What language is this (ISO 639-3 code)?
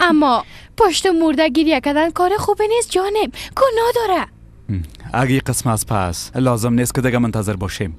fas